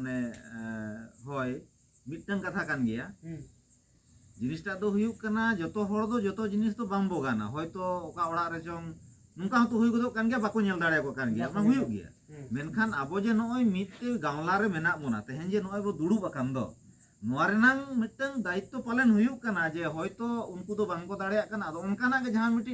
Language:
Santali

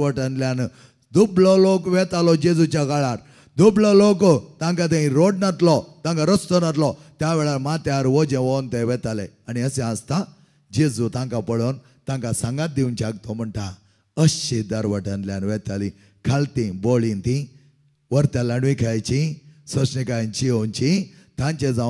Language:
Konkani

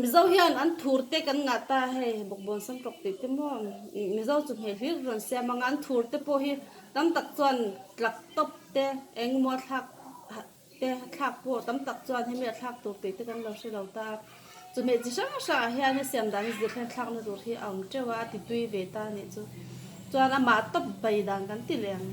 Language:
Mizo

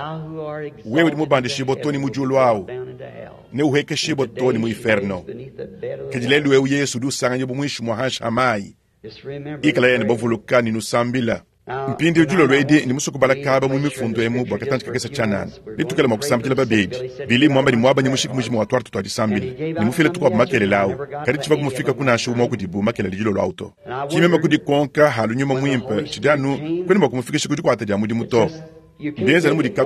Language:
Luba-Lulua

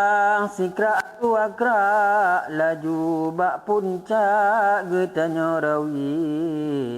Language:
Achinese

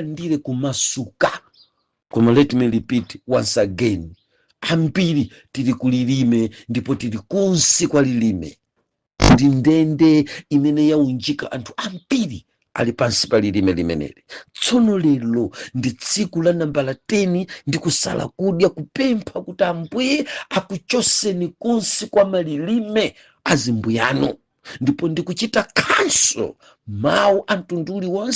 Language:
Nyanja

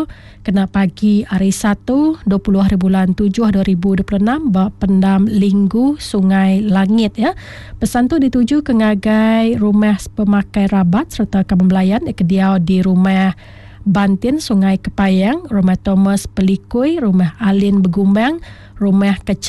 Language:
Iban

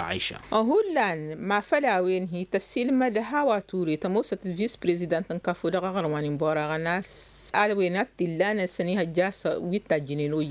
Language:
Tamasheq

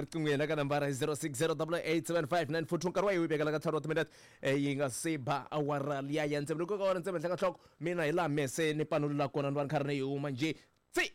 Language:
Tsonga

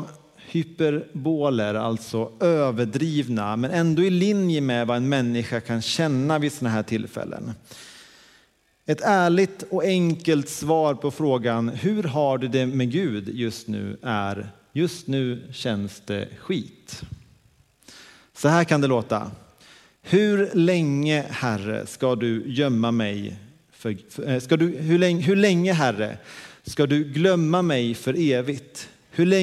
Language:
Swedish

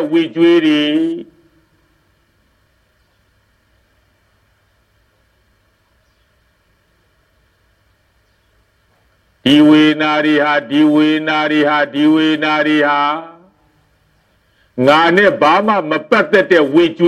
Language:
Burmese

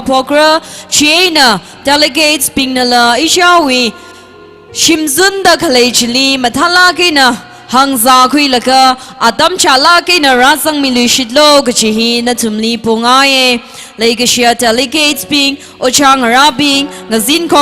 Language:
Tangkhul Naga (India)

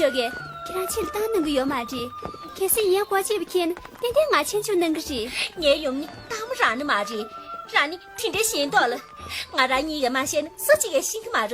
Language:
Tibetan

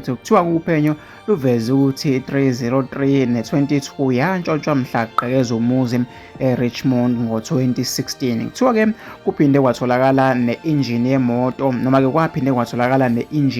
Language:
Zulu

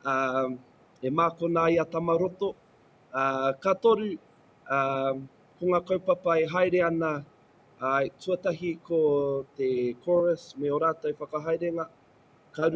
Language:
Māori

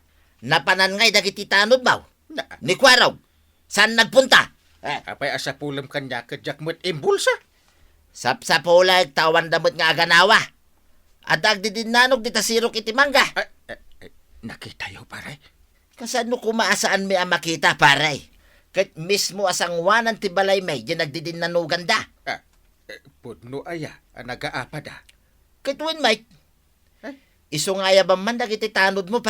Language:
Iloko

